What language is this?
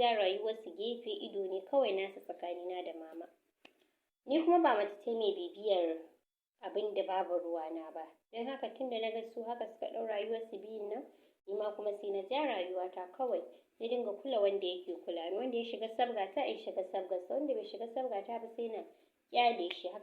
Hausa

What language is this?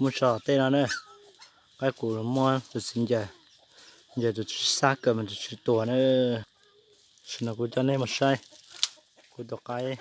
Hmong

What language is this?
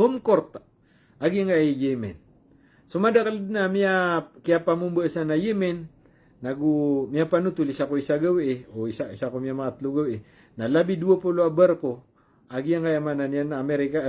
Maranao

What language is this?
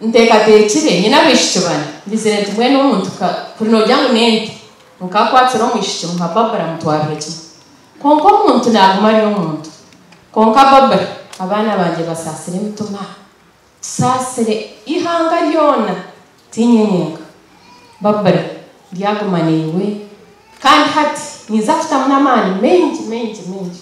Nyankole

